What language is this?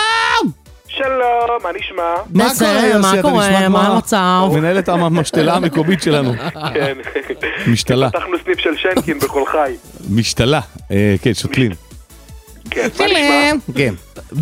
Hebrew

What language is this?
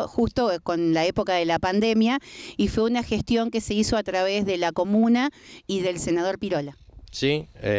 Spanish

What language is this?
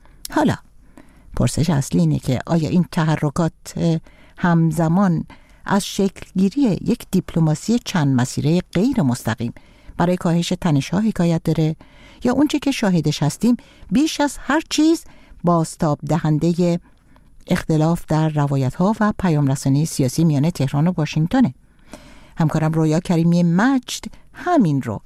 Persian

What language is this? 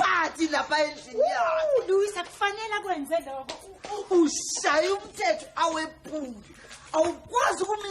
Zulu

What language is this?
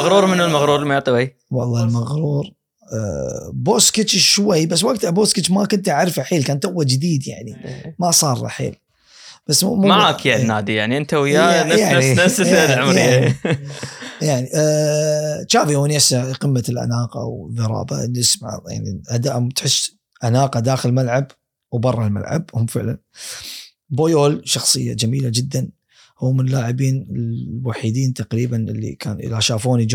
Gulf Arabic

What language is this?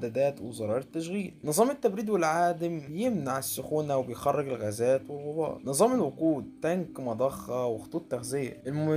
Egyptian Arabic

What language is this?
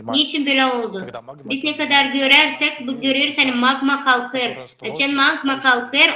Gagauz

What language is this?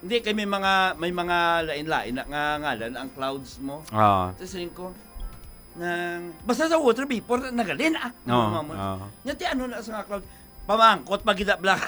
Hiligaynon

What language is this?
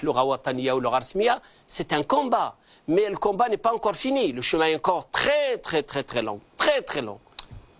Kabyle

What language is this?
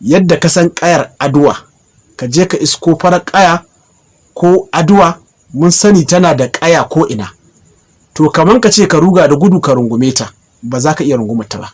Hausa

